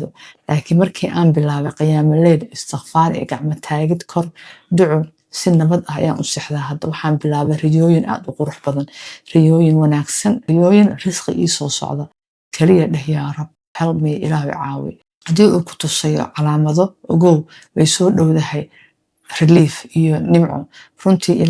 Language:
Somali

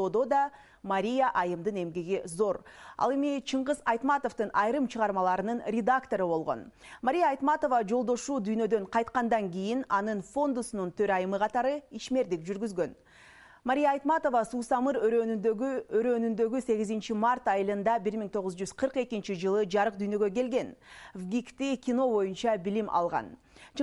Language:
Kyrgyz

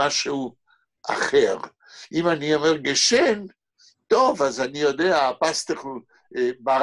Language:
Hebrew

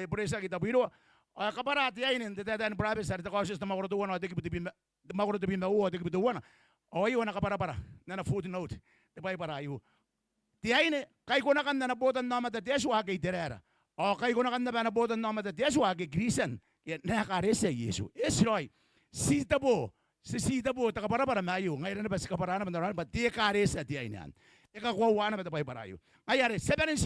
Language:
Gilbertese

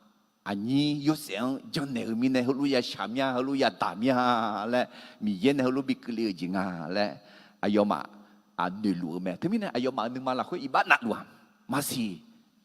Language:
Akha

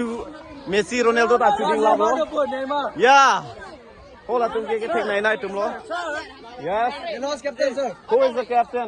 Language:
Karbi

